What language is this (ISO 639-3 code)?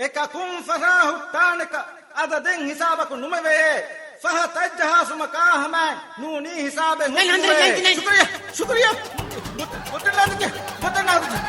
div